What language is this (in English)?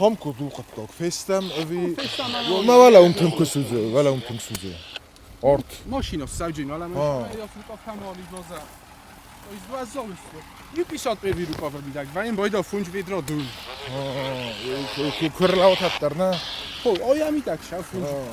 Ossetic